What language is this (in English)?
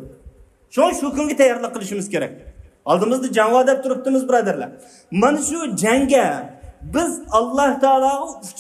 Uyghur